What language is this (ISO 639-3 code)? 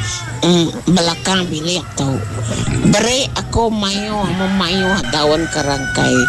msa